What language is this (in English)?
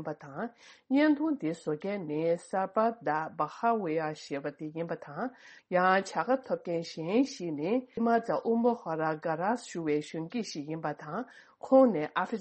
Tibetan